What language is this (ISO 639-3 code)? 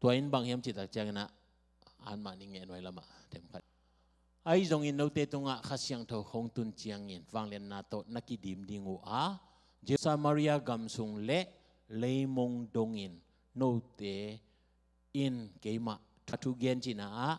ctd